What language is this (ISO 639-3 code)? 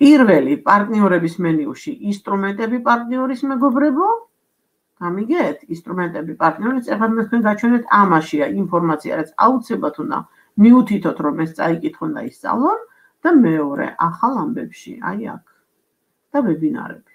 kat